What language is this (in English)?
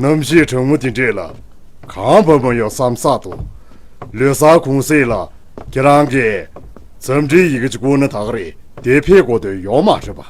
Tibetan